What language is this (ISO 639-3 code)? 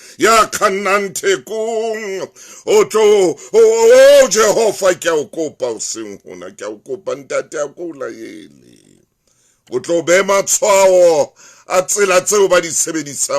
sot